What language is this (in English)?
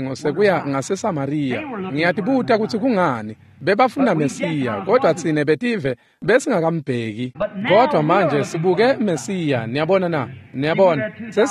Swati